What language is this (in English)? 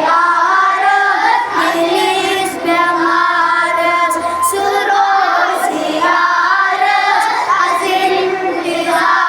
Kashmiri